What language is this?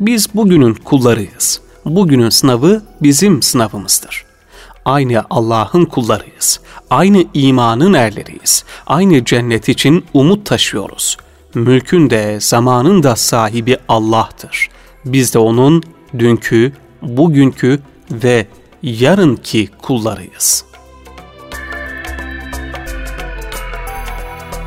Turkish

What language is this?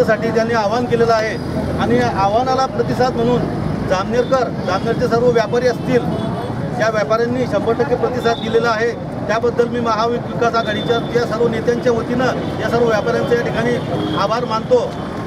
Marathi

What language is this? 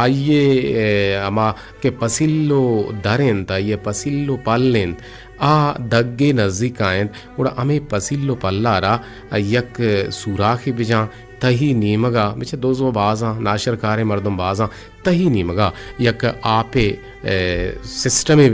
Eastern Balochi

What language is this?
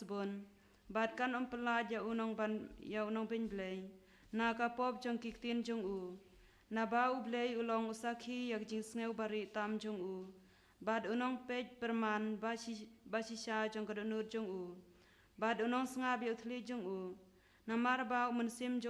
Khasi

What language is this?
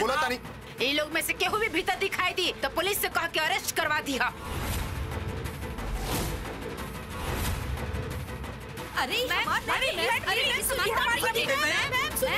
Bhojpuri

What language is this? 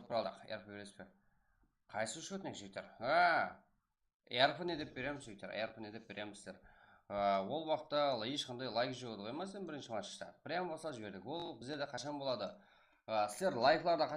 Kara-Kalpak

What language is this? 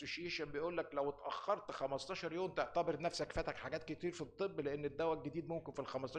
Egyptian Arabic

